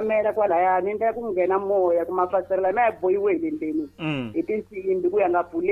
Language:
Tsonga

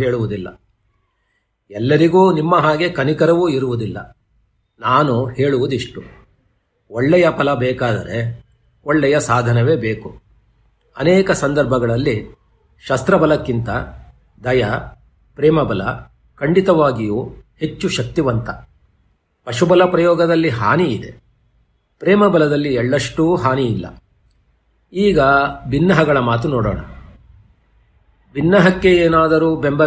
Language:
Kannada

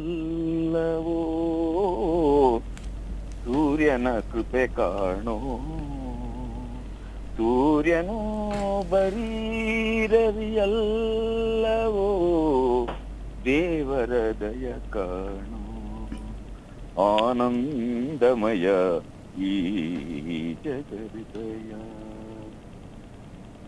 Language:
Kannada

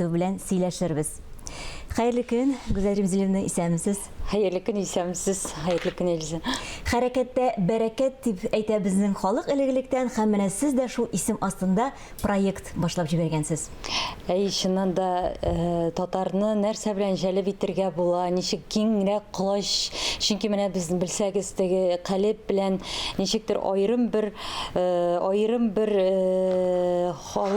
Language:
Tatar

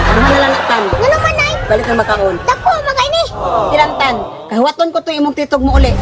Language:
Cebuano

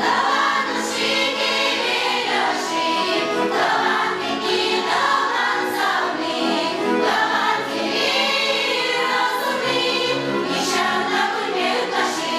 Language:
Chuvash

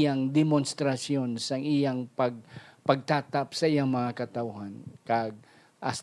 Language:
Hiligaynon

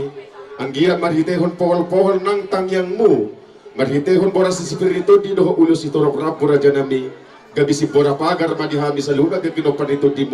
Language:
Batak Toba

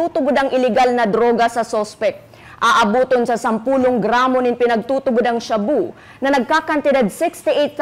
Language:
Bikol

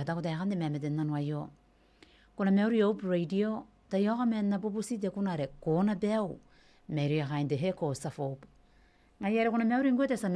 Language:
Gilbertese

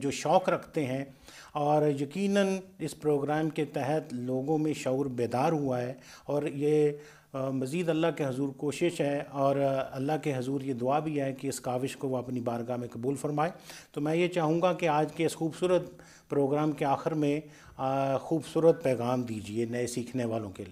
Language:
Urdu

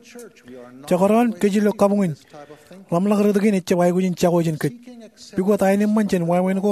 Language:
Marshallese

